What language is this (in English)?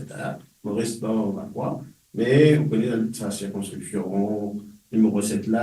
Morisyen